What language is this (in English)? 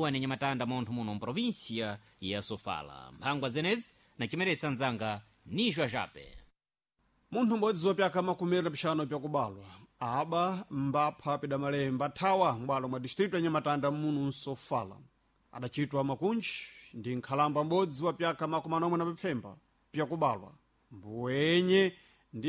Sena